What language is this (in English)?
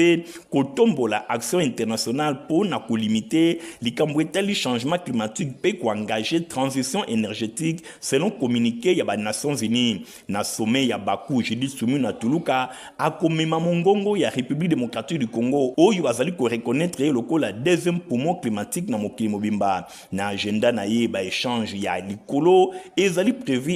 Lingala